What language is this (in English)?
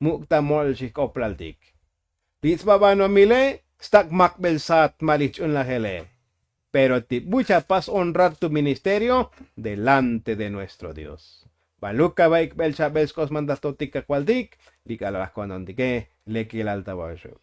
Tzotzil